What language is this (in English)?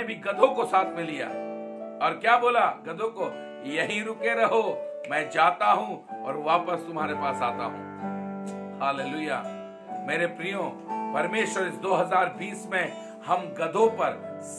Hindi